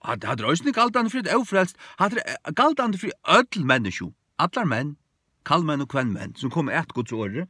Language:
Faroese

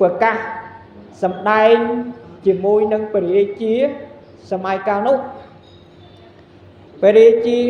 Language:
Khmer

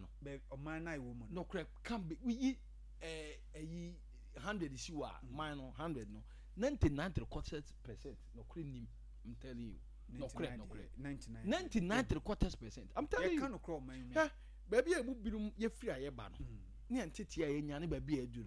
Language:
Akan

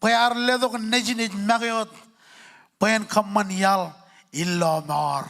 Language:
Marshallese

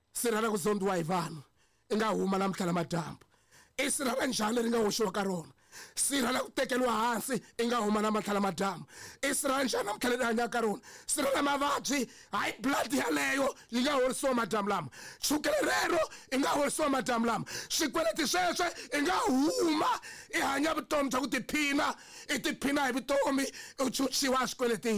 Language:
Tsonga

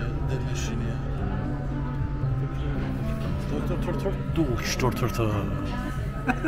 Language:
Persian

